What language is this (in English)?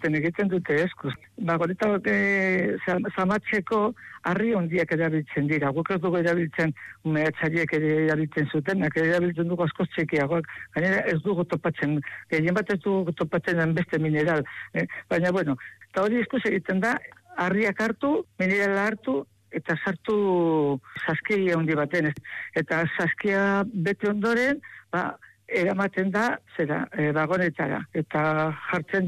Basque